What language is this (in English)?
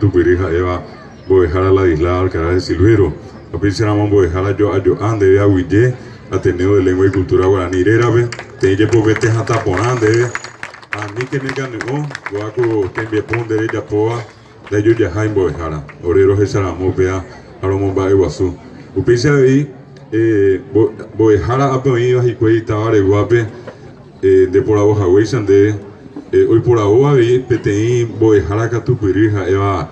Guarani